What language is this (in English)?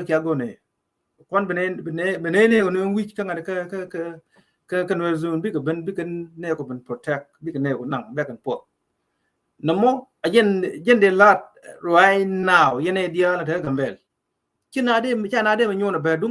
Nuer